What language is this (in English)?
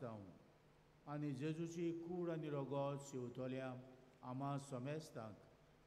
Konkani